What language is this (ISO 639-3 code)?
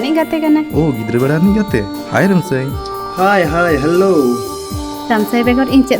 sat